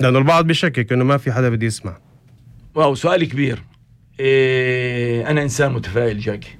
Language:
North Levantine Arabic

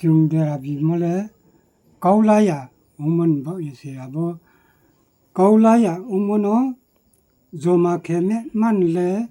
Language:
Riang (India)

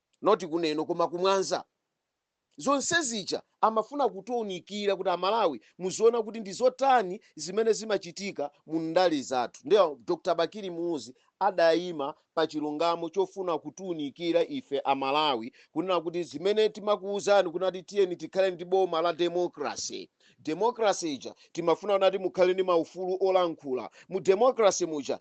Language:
Nyanja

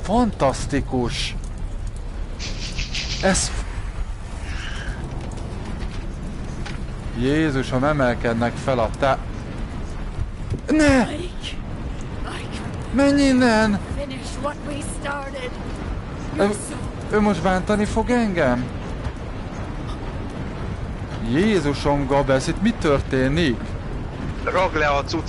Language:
Hungarian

